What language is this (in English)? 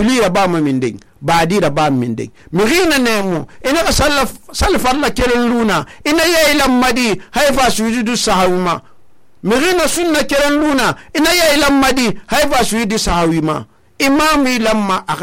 Susu